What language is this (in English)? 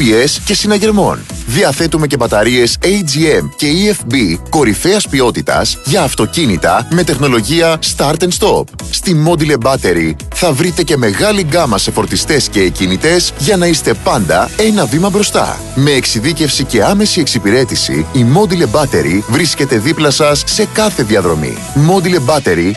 Greek